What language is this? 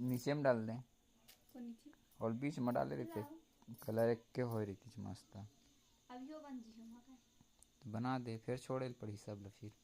Chhattisgarhi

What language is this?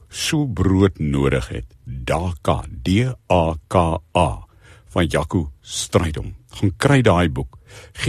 Afrikaans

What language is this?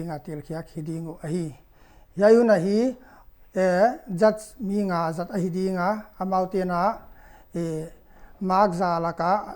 Paite Chin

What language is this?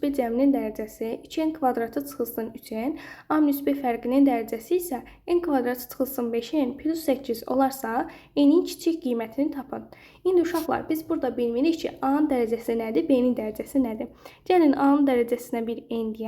Azerbaijani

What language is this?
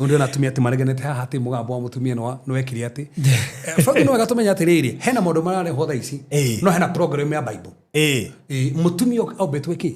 Kikuyu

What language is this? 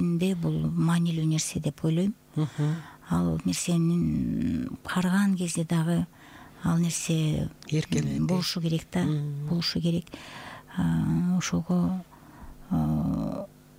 Kyrgyz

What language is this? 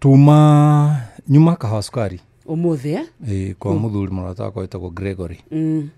Kikuyu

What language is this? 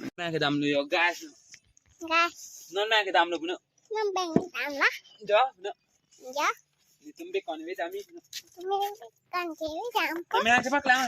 Karbi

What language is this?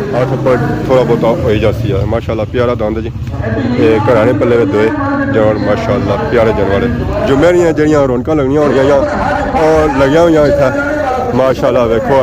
Pahari-Potwari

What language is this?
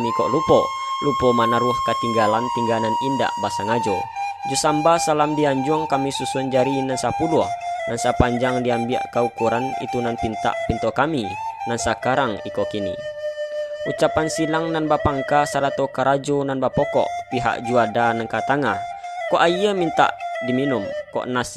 Minangkabau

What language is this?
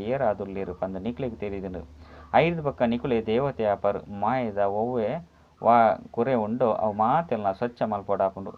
Tulu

